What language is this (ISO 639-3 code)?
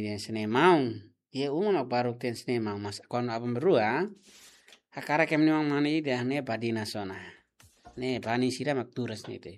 tet